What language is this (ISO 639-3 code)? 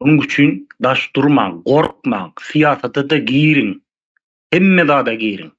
tuk